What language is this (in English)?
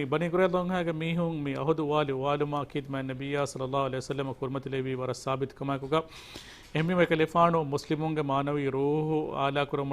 Divehi